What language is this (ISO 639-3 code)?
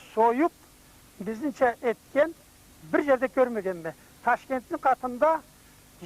krc